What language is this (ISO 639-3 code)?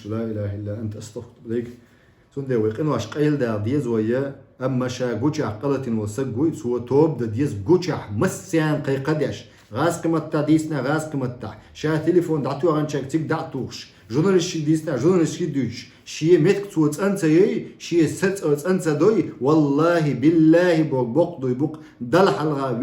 che